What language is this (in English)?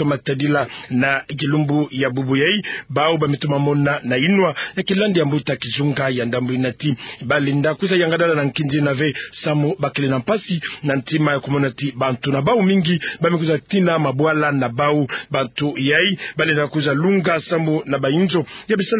Kituba (Democratic Republic of Congo)